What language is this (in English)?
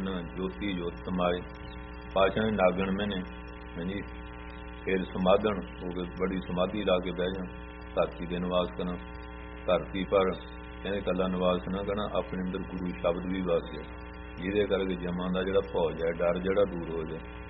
Punjabi